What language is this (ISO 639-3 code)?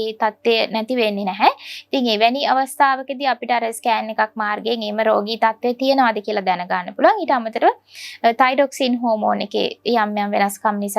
sin